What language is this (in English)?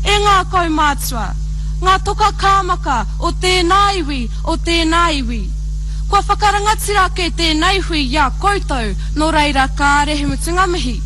Māori